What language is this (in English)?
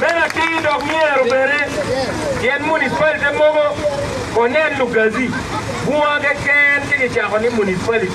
Acoli